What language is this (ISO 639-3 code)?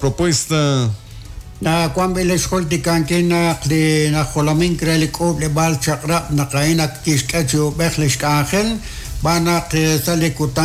kek